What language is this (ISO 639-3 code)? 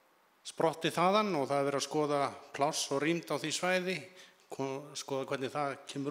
isl